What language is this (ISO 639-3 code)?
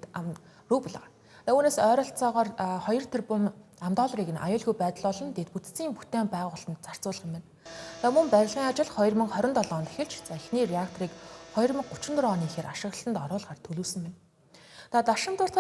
mon